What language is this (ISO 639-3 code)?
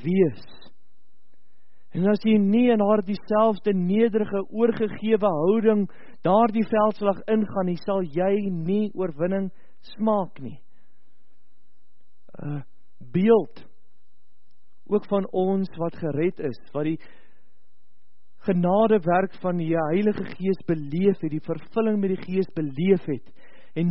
afr